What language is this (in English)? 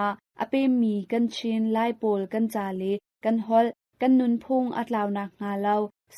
Hakha Chin